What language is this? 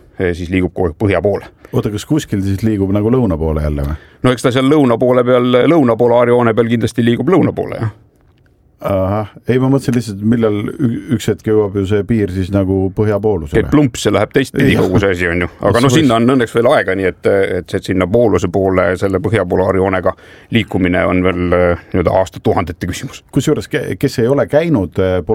Estonian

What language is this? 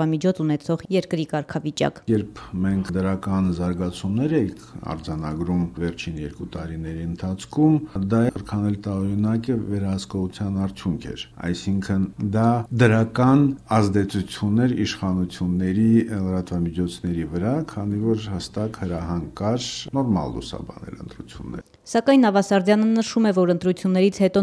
Armenian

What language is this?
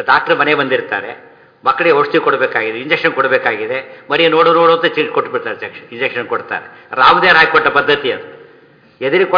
Kannada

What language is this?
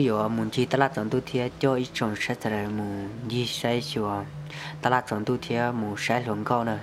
Hmong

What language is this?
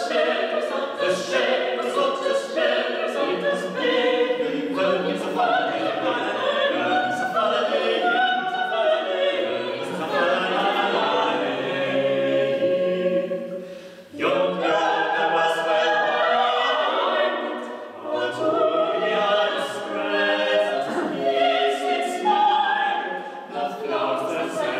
Catalan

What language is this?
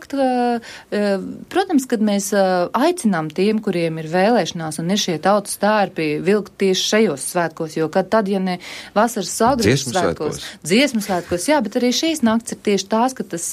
Latvian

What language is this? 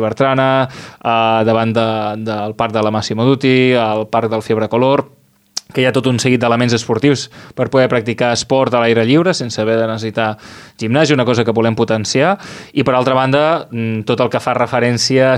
Catalan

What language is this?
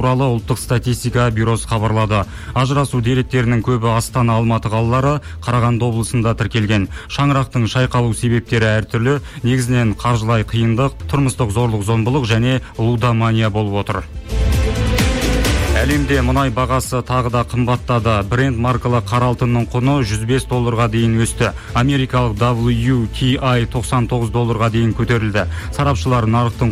Kazakh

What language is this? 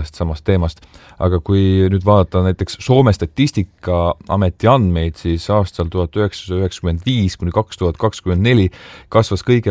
Estonian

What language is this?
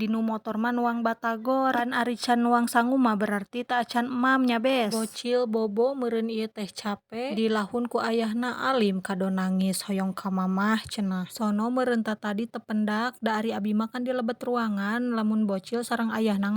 Sundanese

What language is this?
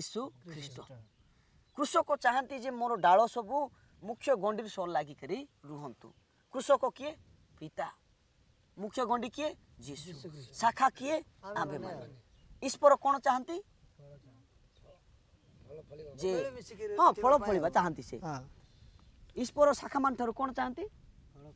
Odia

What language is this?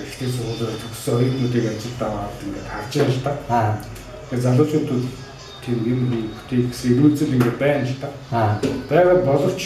Mongolian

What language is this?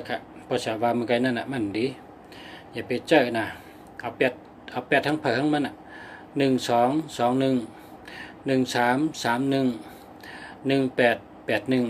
Shan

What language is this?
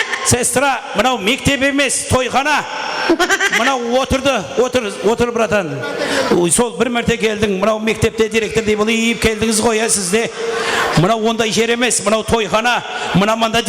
Kara-Kalpak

